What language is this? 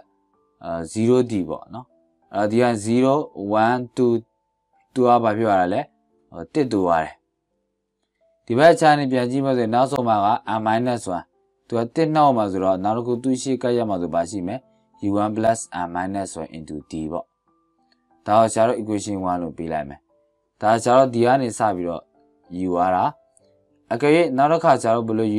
Burmese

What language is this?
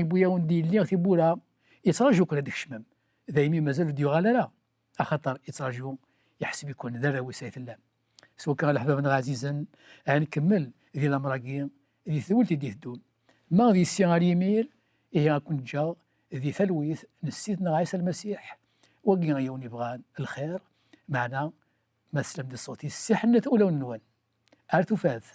Kabyle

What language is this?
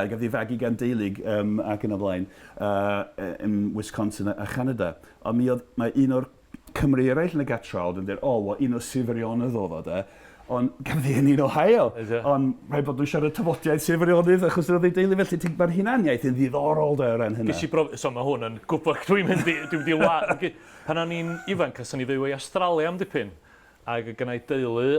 Welsh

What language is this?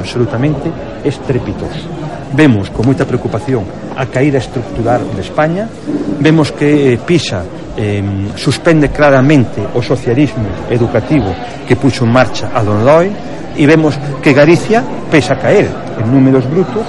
Galician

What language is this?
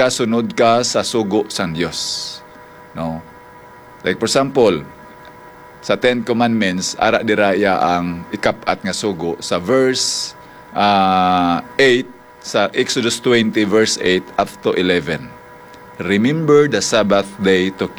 Hiligaynon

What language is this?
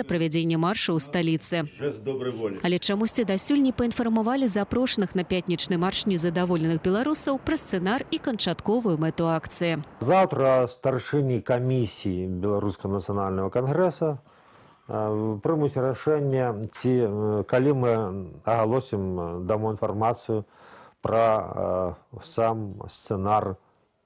Belarusian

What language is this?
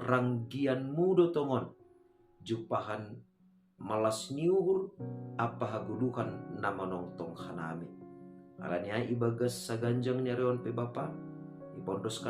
Batak Simalungun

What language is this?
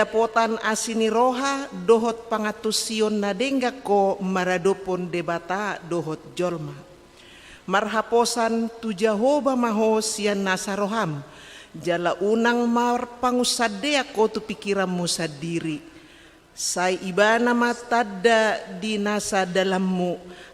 Batak Toba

